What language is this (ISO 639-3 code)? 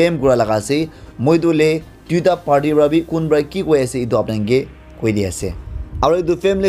nag